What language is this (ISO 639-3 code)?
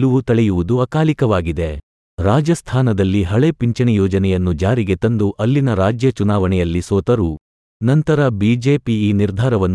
kan